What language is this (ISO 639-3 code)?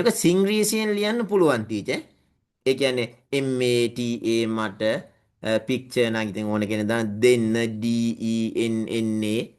sin